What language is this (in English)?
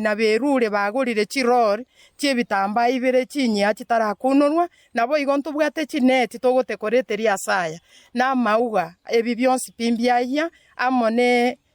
Gusii